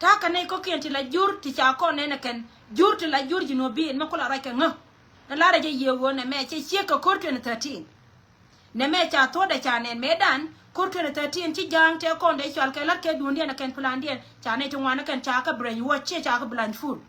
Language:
Nuer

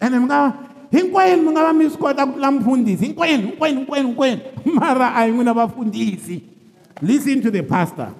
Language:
Tsonga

